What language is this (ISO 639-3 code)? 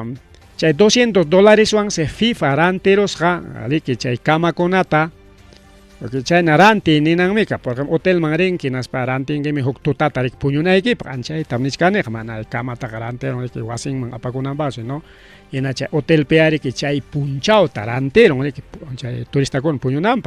quy